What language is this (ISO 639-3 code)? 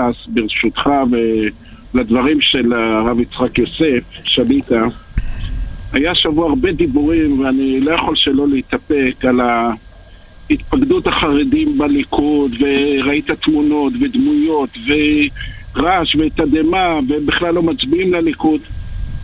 heb